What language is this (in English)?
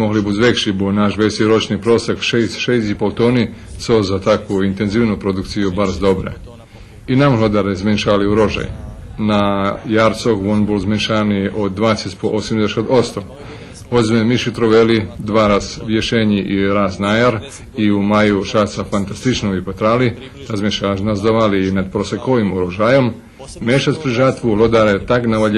Rusyn